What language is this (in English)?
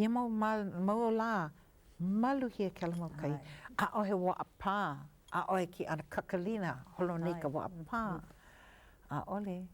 Hawaiian